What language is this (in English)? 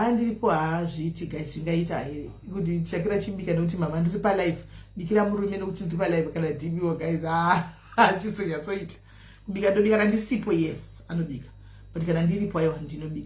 Shona